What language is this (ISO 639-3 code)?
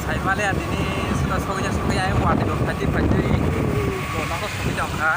trp